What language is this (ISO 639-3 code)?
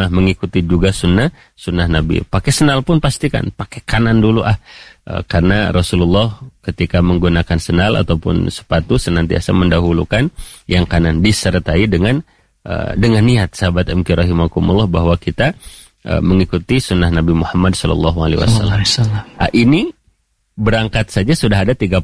ind